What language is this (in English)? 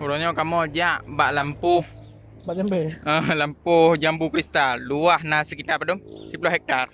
Achinese